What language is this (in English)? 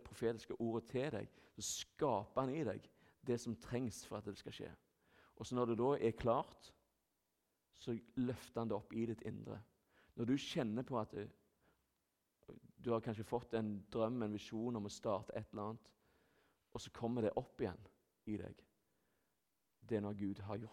Norwegian